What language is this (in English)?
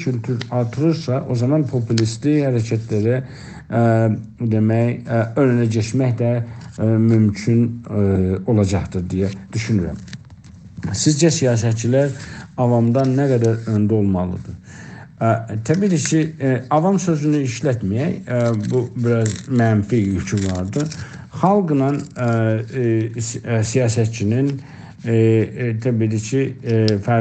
South Azerbaijani